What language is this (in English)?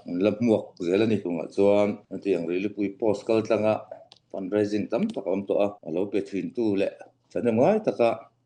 Falam Chin